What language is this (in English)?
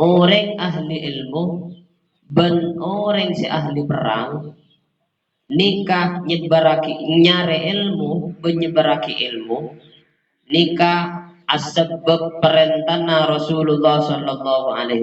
Madurese